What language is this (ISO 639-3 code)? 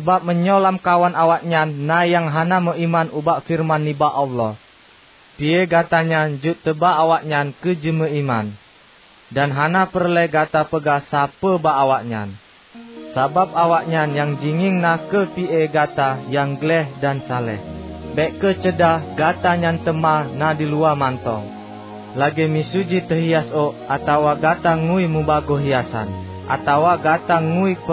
ace